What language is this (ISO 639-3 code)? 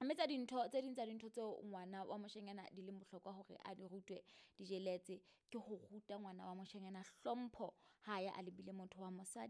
sot